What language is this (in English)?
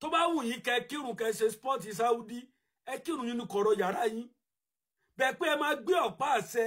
Yoruba